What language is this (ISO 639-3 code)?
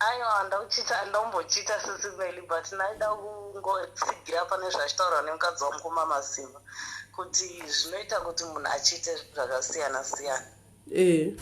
sna